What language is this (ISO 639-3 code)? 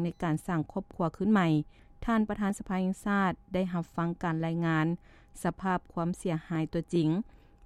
lao